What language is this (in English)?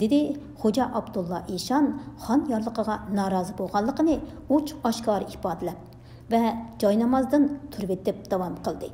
Uyghur